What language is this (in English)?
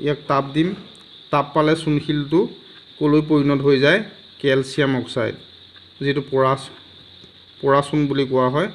Assamese